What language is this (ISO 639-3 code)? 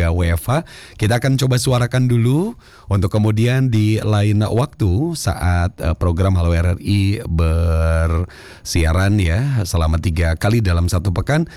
ind